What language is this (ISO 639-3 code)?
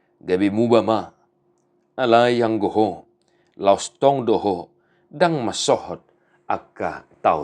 bbc